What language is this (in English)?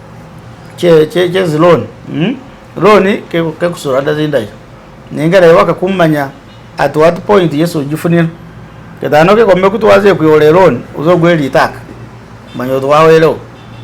Masaaba